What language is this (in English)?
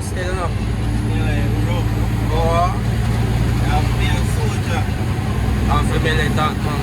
Jamaican Creole English